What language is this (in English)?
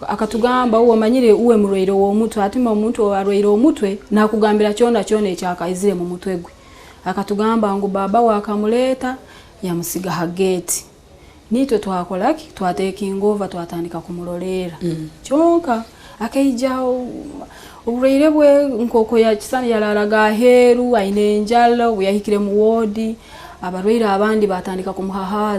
Nyankole